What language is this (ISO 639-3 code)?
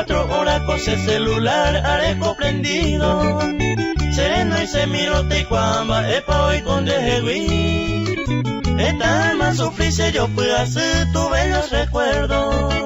grn